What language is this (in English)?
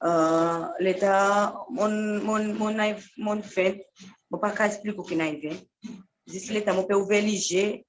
Seselwa Creole French